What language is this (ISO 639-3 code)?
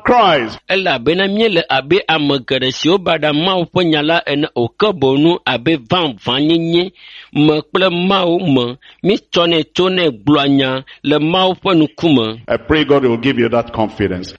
ewe